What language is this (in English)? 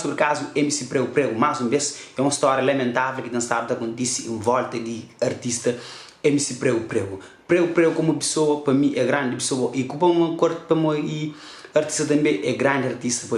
Kabuverdianu